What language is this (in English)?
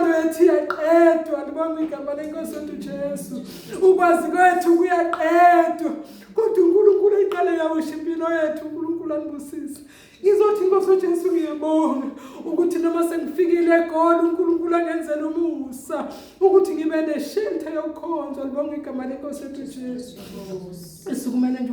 Zulu